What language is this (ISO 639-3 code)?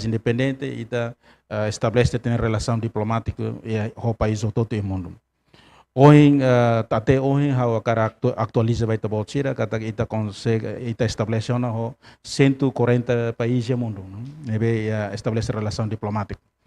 tet